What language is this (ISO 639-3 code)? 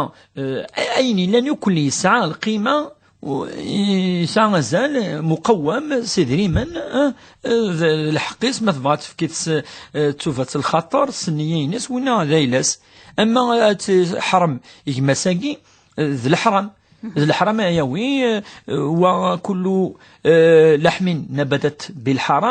kab